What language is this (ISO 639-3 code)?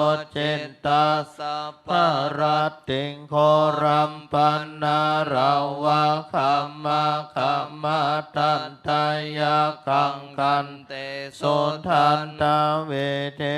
pli